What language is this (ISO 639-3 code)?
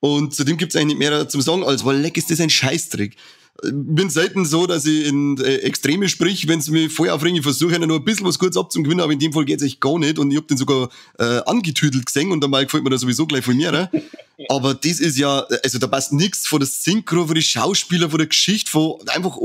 bar